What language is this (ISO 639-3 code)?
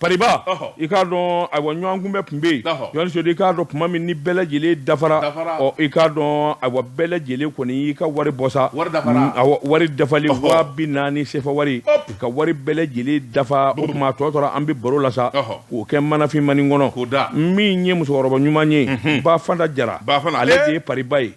bam